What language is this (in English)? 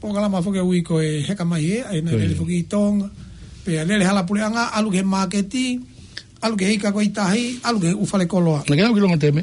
Tongan